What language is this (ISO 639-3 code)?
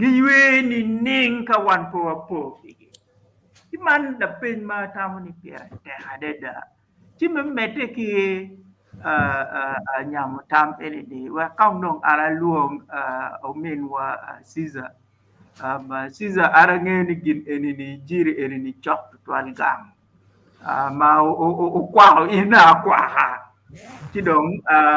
ach